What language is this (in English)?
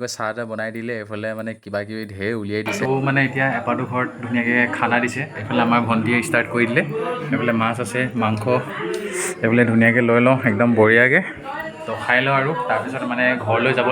Assamese